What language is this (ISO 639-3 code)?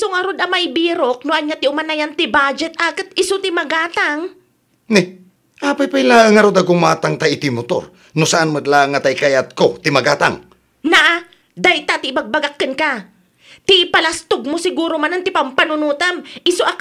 ilo